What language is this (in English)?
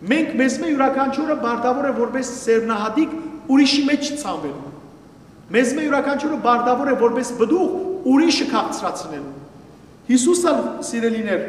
Western Armenian